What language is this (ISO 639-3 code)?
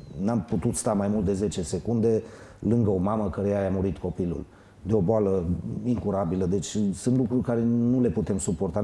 ron